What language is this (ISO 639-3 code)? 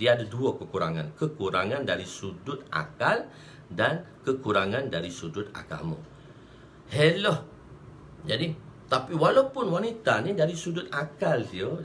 msa